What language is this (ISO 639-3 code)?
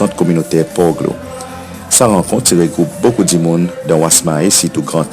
crs